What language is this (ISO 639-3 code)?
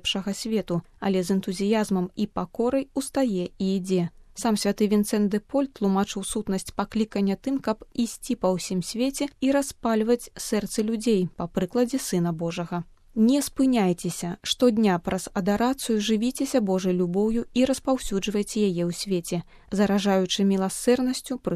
bel